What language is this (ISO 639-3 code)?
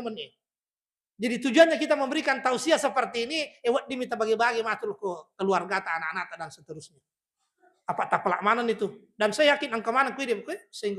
bug